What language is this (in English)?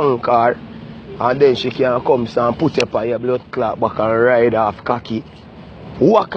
Jamaican Creole English